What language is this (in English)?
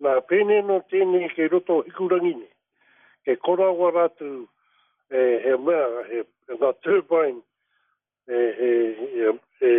Māori